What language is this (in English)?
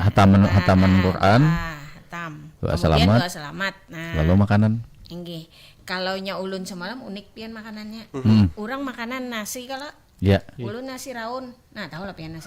Banjar